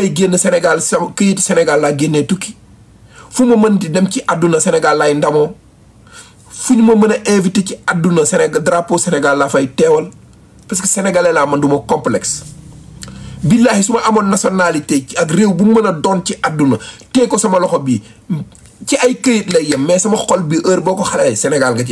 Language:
Wolof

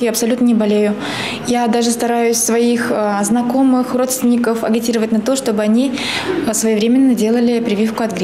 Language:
Russian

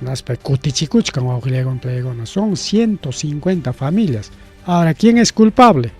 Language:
Ayacucho Quechua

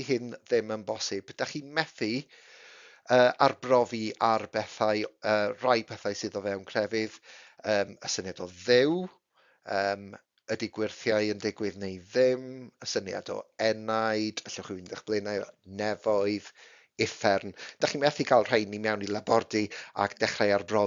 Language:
Welsh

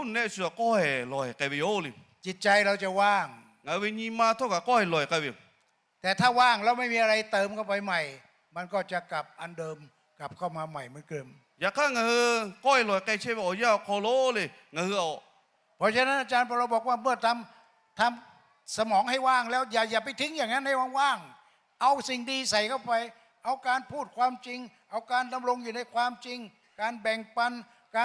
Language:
Lahu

